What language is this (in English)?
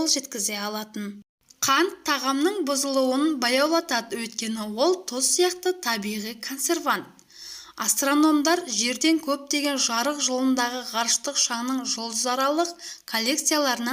Kazakh